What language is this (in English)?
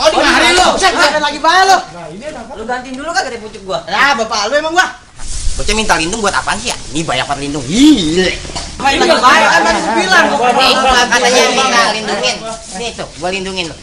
Betawi